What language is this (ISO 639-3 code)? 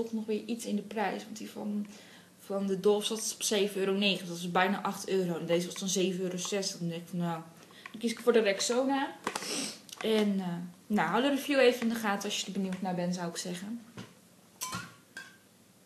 nld